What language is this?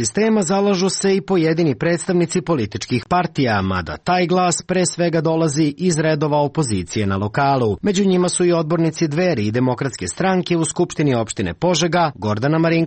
Serbian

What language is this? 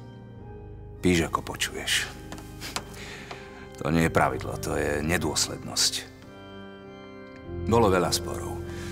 Slovak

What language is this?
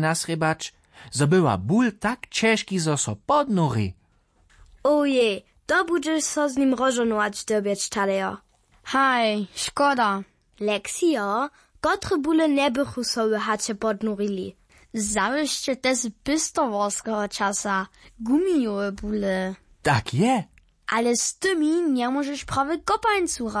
Upper Sorbian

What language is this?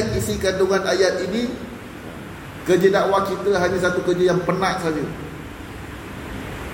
Malay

